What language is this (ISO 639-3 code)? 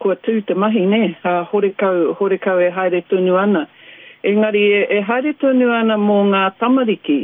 mri